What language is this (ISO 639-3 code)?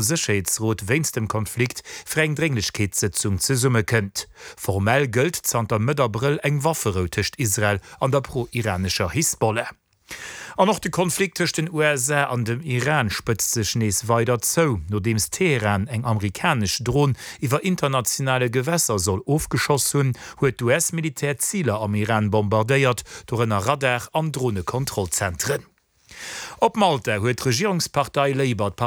ltz